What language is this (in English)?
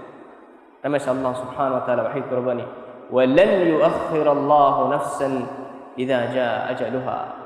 Divehi